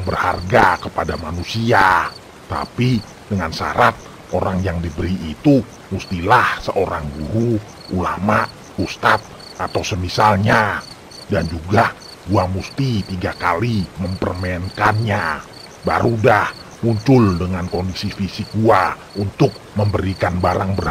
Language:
Betawi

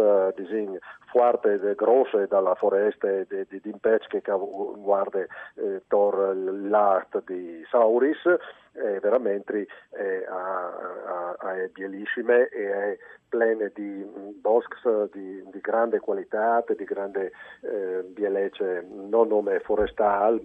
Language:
Friulian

